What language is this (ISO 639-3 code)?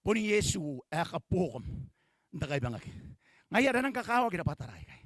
gil